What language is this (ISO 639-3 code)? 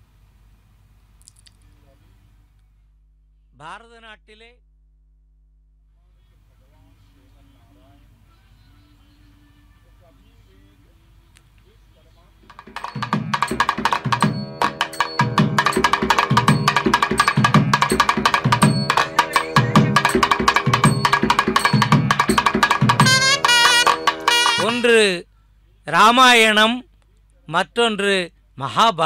tam